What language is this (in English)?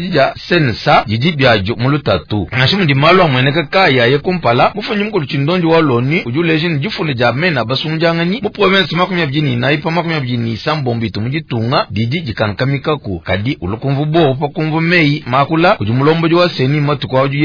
Luba-Lulua